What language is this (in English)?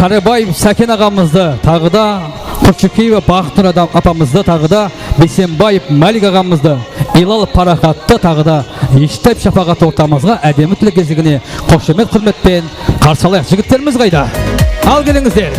Kara-Kalpak